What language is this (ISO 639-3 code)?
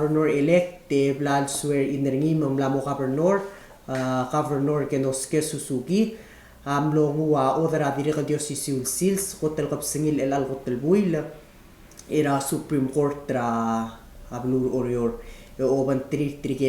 pau